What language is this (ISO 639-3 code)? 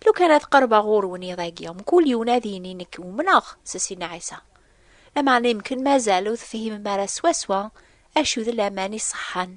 kab